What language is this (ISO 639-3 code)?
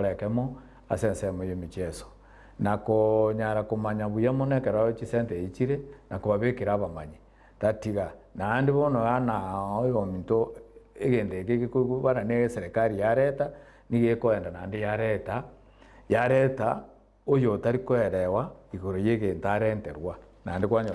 guz